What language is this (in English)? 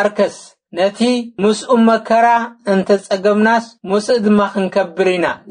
Tigrinya